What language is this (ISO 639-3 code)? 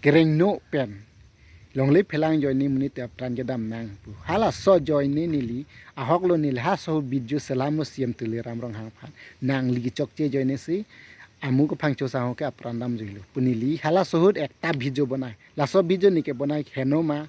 mjw